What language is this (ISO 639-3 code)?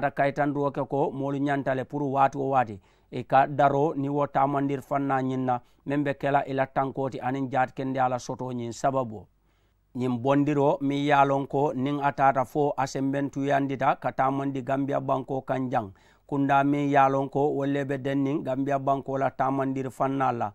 man